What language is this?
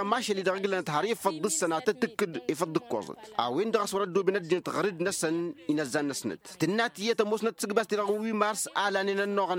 Tamasheq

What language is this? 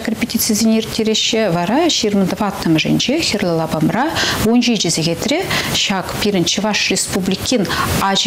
Chuvash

